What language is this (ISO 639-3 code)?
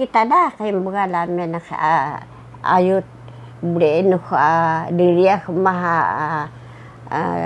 trv